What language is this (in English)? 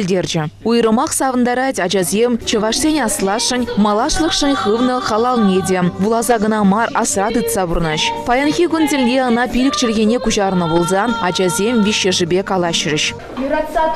Chuvash